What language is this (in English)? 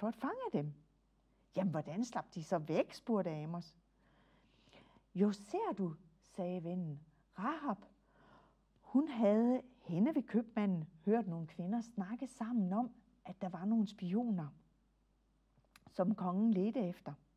Danish